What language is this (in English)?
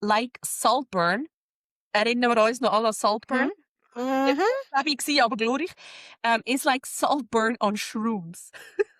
Swiss German